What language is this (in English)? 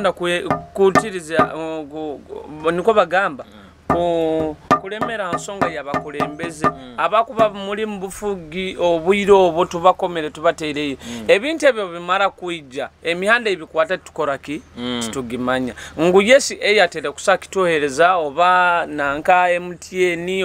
Nyoro